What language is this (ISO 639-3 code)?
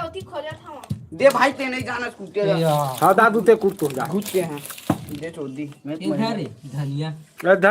hne